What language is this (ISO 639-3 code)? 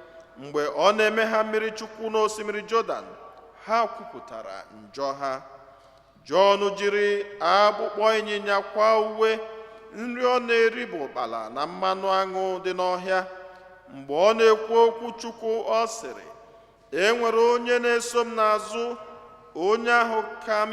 ibo